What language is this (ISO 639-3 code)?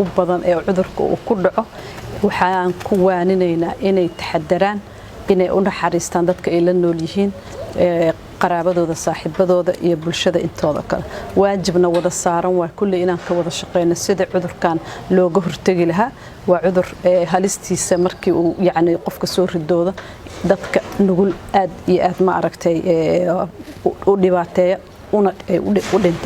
som